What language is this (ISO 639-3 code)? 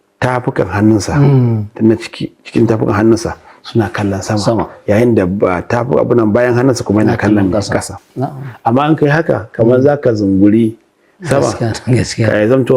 hau